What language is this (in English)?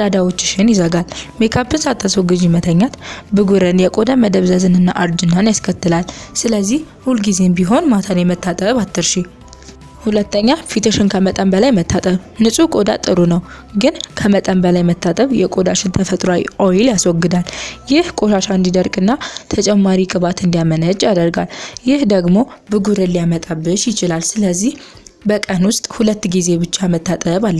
Amharic